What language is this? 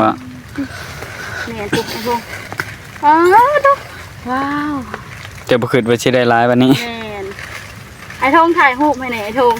Northeastern Thai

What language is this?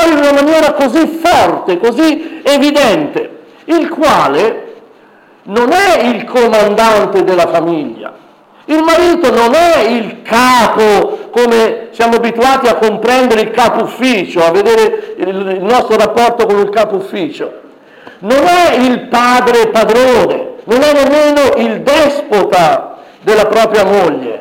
Italian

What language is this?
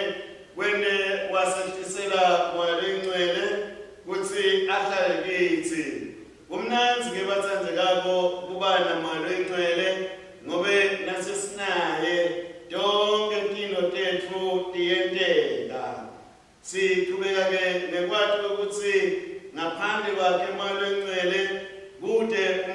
Swati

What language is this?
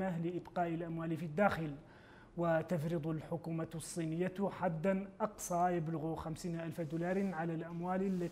Arabic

